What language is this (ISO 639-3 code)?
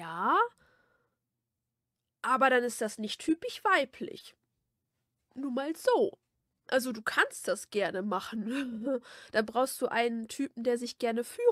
deu